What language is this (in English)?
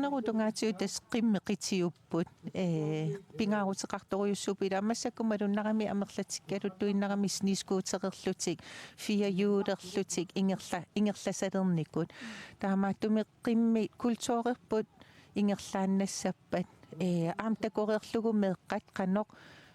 Kalaallisut